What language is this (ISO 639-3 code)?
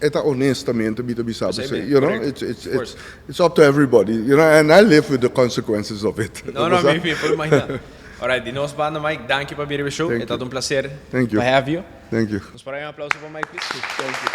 pap